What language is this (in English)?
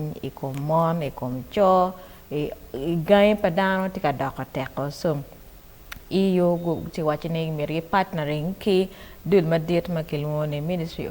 Acoli